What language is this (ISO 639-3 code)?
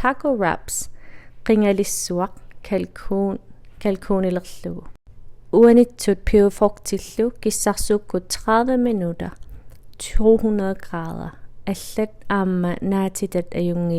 kal